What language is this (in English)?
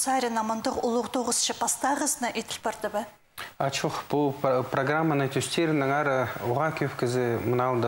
Khakas